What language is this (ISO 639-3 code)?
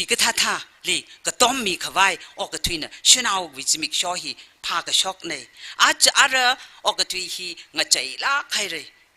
nmf